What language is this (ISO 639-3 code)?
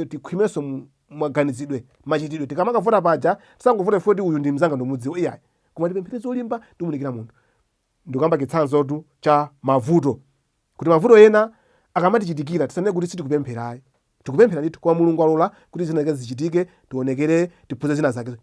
nya